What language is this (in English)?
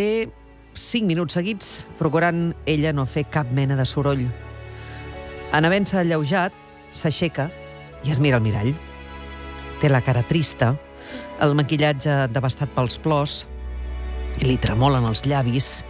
Catalan